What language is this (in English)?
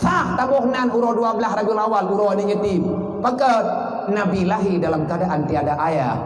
Achinese